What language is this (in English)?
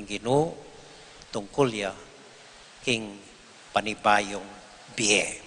Pampanga